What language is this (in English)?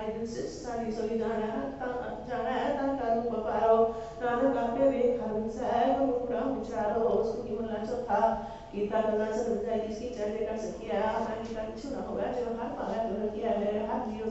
Punjabi